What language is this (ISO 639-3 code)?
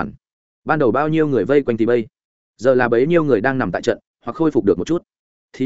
vie